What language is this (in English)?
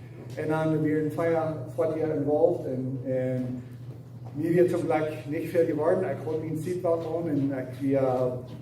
Plautdietsch